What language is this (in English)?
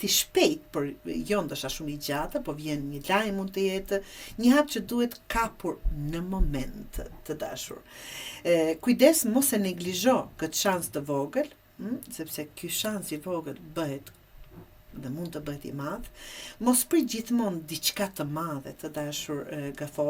Albanian